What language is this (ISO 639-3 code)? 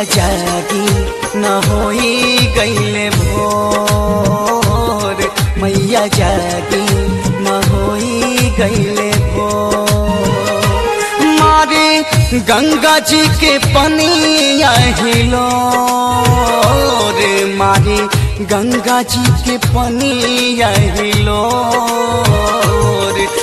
bho